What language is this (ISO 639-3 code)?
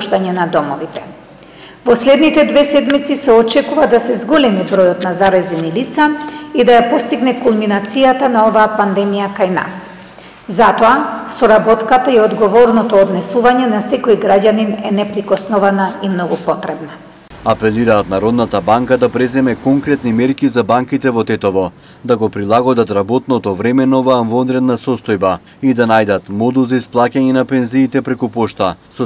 mkd